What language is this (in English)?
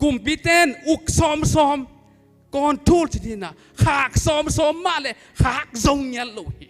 Tedim Chin